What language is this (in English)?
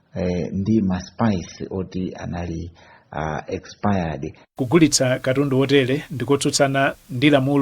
Nyanja